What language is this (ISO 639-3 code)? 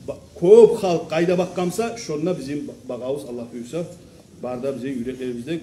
kum